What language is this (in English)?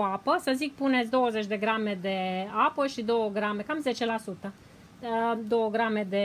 Romanian